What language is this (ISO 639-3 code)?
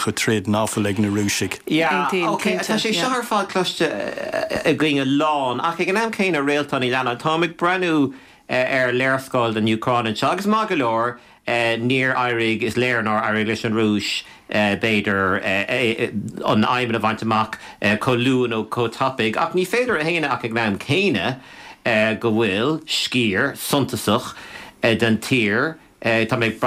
gle